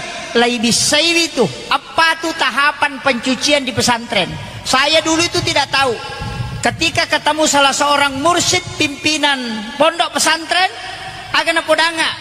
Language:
Buginese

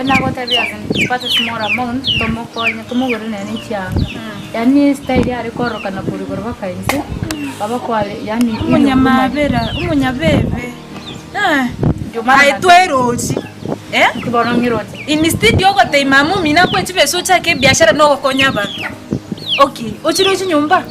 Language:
Gusii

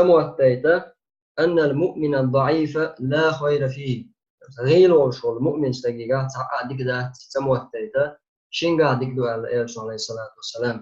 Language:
Chechen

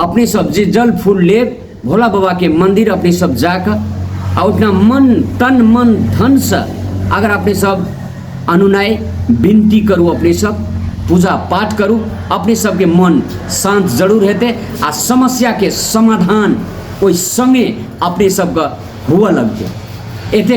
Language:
Maithili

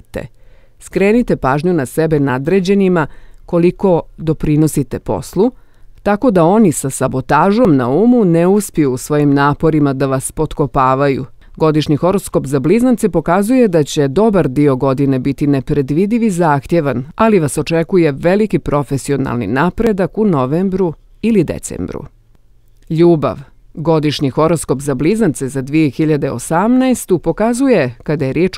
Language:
Bosnian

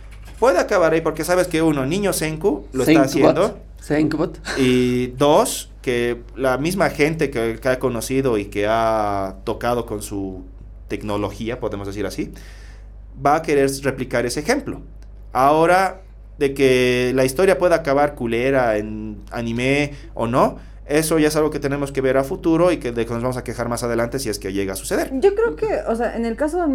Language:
Spanish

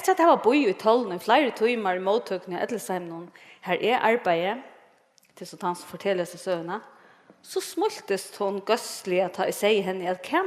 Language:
Faroese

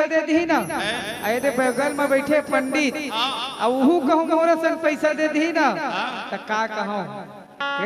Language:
Chhattisgarhi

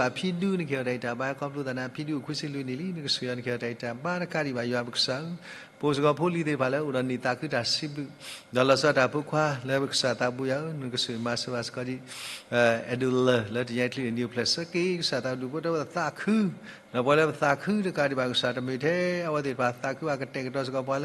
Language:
S'gaw Karen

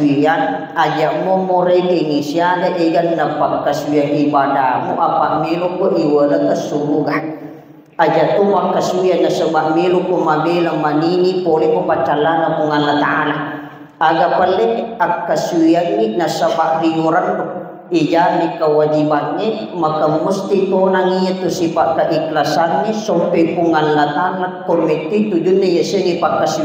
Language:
Buginese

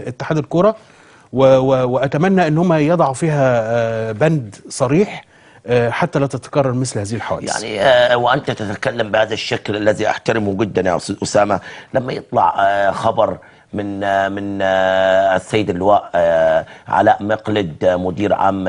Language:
Egyptian Arabic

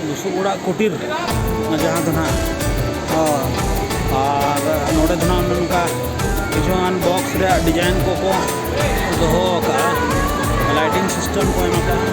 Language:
Santali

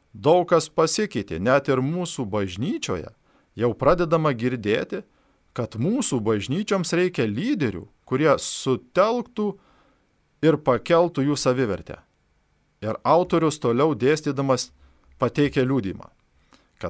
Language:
Lithuanian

